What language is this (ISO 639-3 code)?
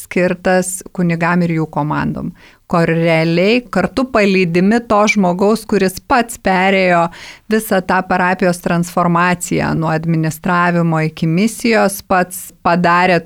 lit